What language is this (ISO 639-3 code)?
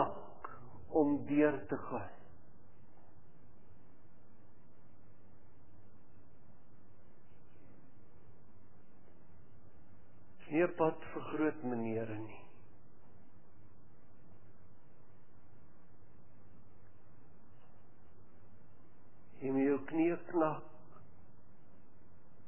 afr